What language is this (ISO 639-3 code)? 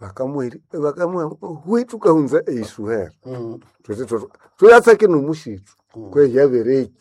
nnb